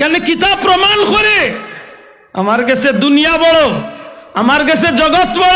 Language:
Sylheti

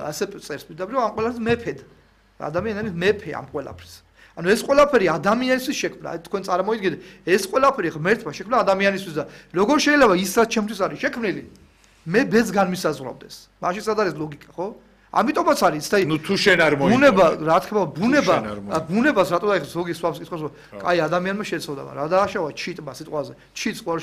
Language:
Georgian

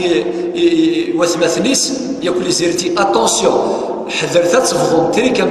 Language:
Kabyle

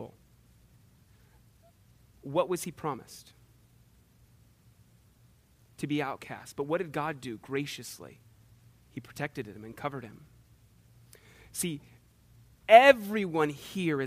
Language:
English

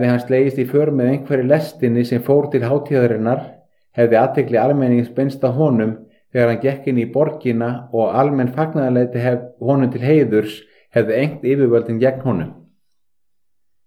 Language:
Icelandic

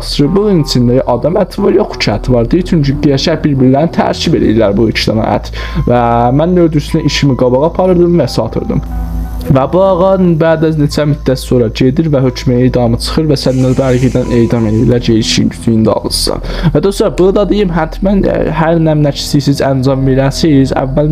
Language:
South Azerbaijani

